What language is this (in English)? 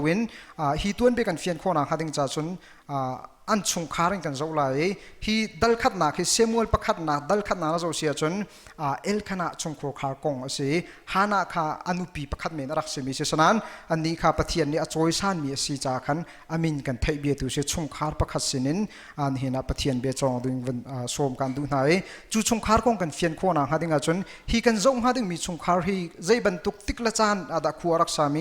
Hakha Chin